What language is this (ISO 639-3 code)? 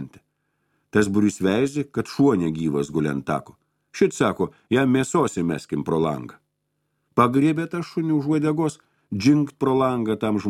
lit